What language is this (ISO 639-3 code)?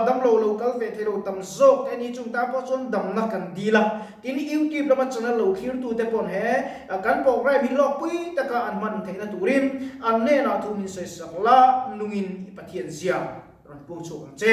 lus